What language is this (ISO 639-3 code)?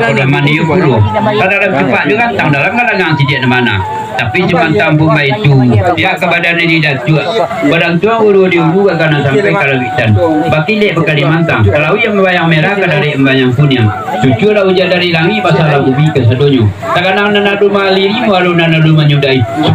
min